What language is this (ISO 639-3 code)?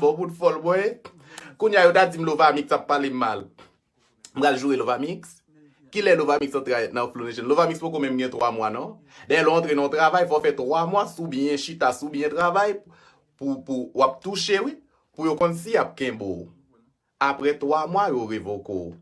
hat